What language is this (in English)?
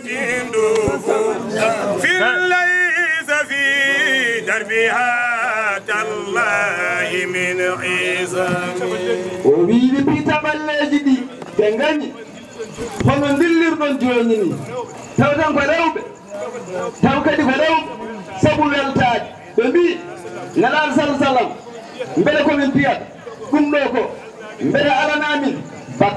Fula